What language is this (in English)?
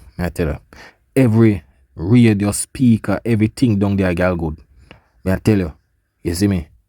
Jamaican Creole English